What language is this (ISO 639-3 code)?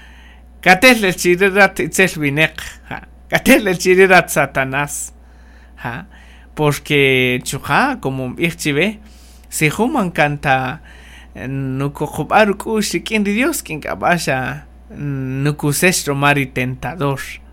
cak